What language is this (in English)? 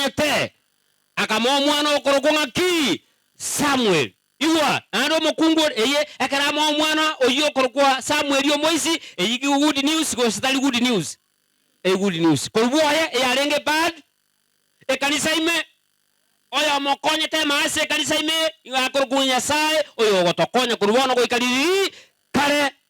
Gusii